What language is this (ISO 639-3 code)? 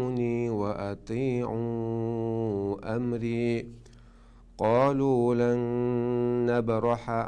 che